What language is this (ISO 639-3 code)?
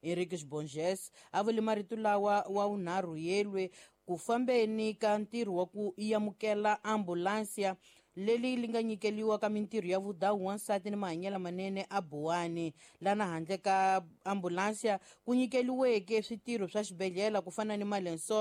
tso